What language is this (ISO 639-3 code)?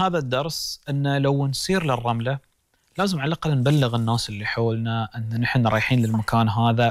afb